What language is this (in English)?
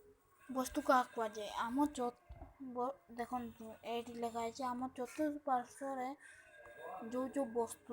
Odia